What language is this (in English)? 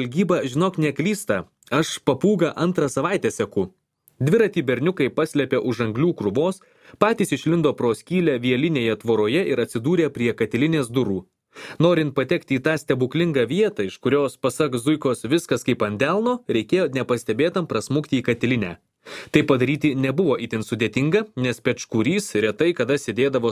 Lithuanian